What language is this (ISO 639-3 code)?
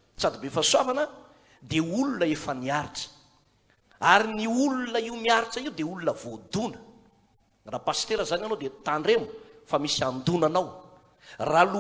mlg